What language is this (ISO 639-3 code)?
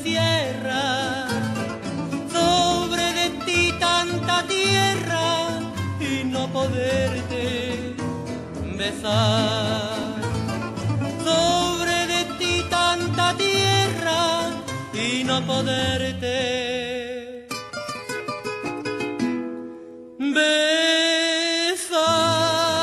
spa